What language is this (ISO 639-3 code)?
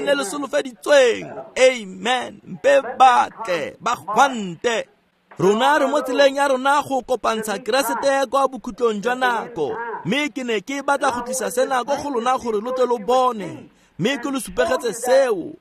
tsn